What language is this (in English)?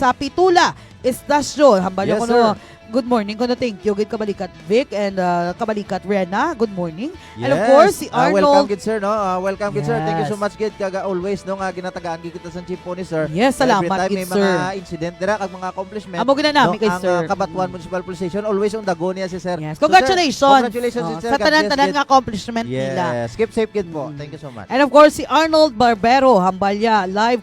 Hiligaynon